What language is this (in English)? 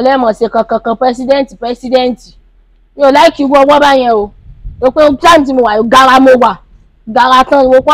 Yoruba